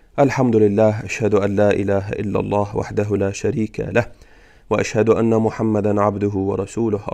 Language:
Azerbaijani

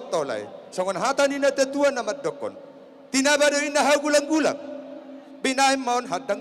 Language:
Batak Toba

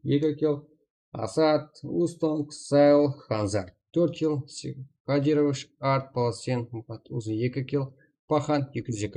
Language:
Kara-Kalpak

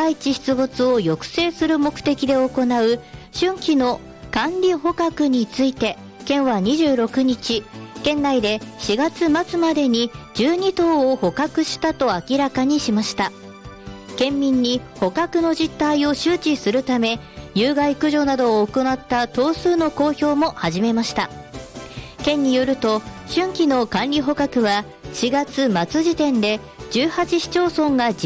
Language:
Japanese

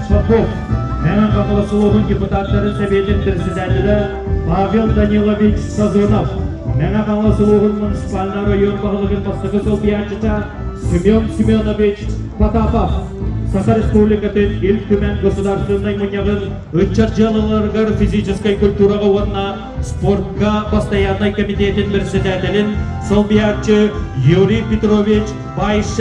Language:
Yakut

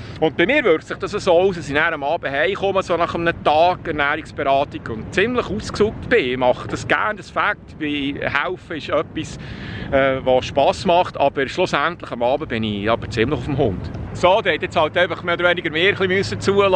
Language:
Swiss German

